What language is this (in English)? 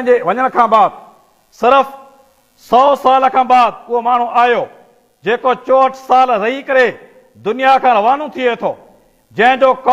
Sindhi